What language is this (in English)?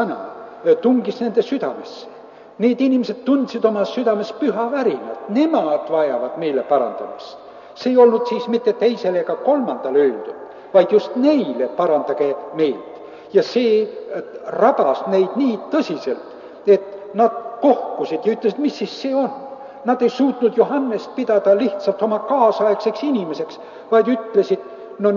Estonian